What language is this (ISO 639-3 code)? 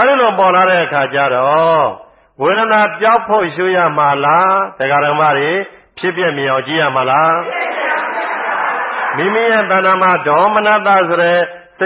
mya